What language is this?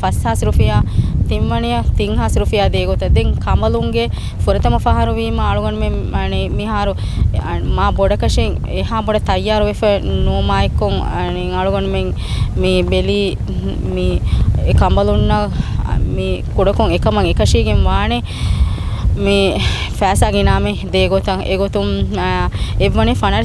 Divehi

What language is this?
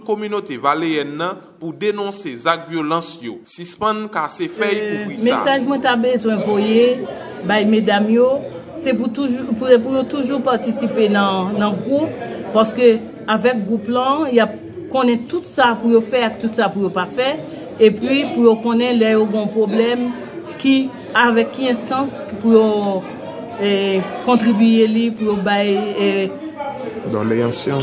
Haitian Creole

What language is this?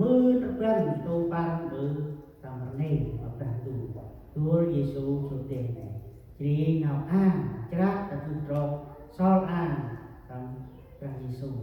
Central Mnong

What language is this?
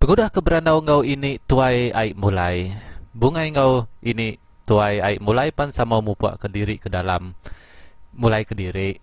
Iban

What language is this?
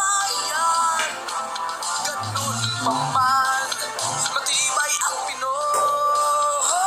Filipino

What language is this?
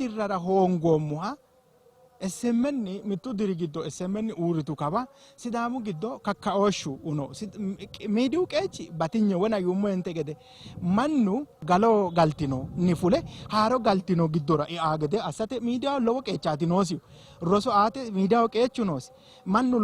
Sidamo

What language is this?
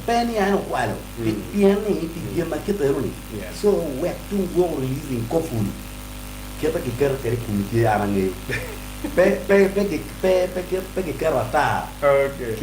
Acoli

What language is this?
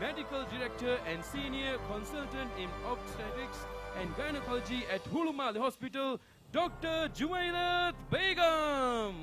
Divehi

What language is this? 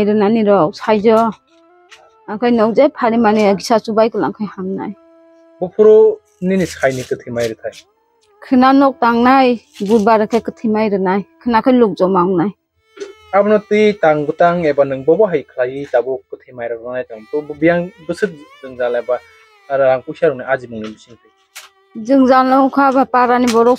Kok Borok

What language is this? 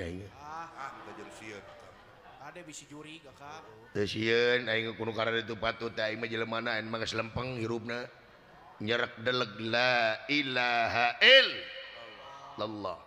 Sundanese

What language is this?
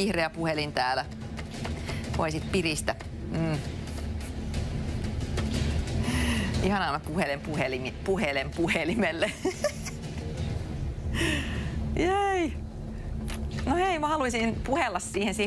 Finnish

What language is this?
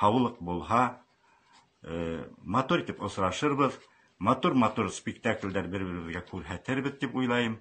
Bashkir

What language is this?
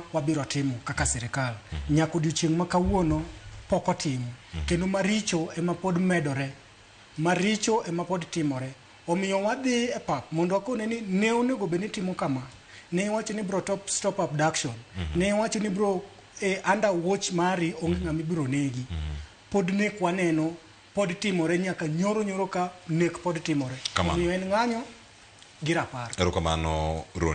Luo (Kenya and Tanzania)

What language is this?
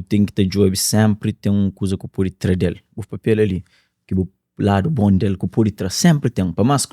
Kabuverdianu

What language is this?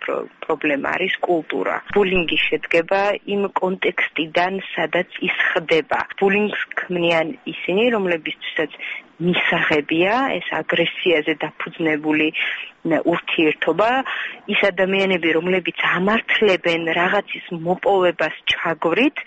Georgian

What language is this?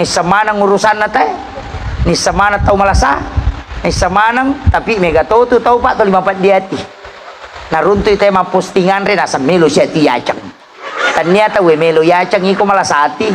Buginese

